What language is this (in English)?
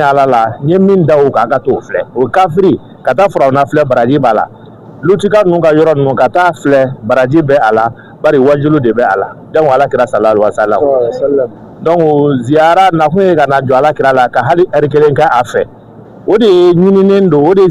Bambara